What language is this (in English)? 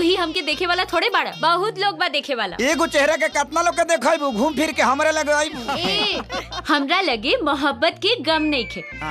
Bhojpuri